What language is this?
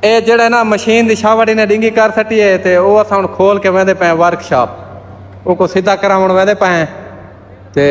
Saraiki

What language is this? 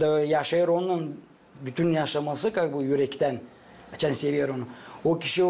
Gagauz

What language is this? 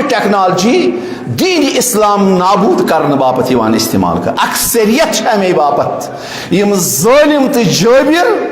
Kashmiri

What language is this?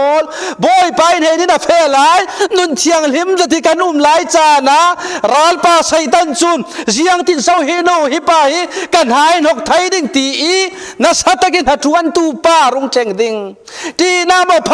Falam Chin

